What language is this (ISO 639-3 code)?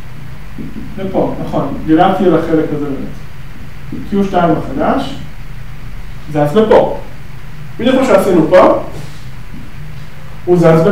heb